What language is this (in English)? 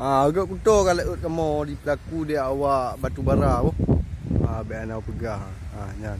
Achinese